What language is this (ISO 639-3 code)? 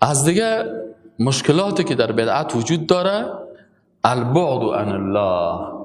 fas